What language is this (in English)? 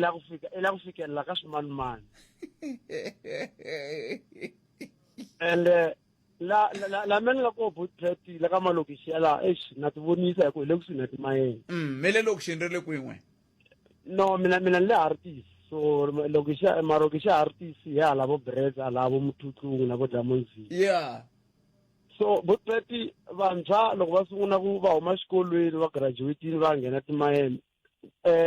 Tsonga